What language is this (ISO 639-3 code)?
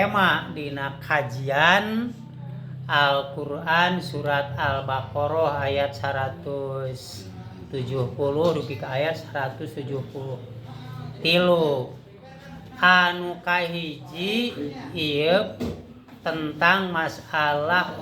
sun